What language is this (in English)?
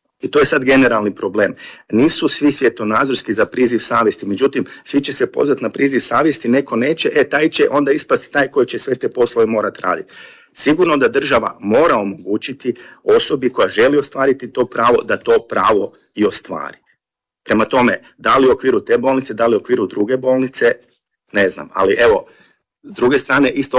Croatian